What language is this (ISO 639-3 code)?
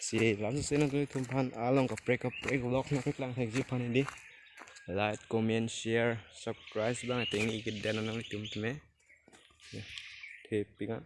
mjw